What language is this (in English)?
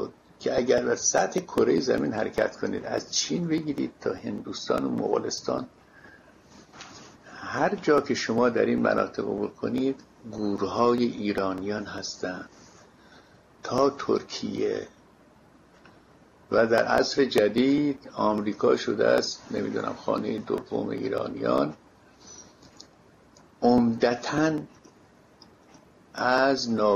Persian